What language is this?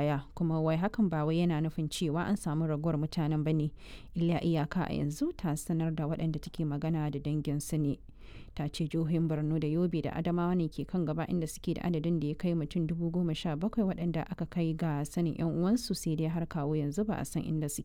Hausa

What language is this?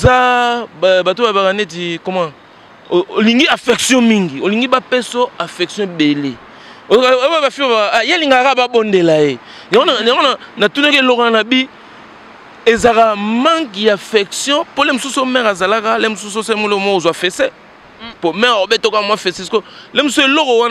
Lingala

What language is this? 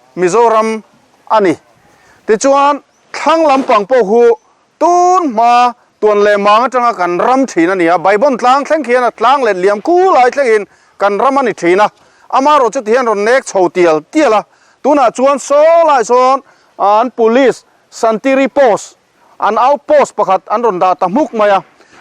Mizo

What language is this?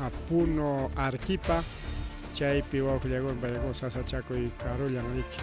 Ayacucho Quechua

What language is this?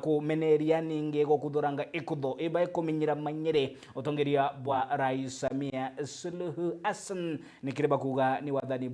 Meru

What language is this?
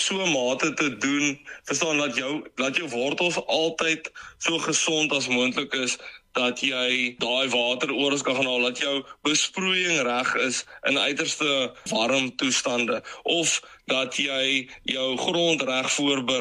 Afrikaans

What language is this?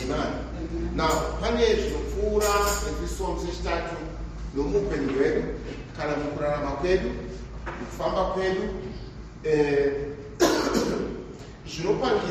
Shona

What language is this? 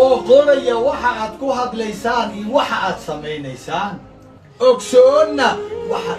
Somali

